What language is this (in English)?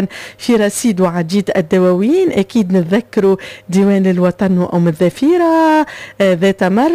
Tunisian Arabic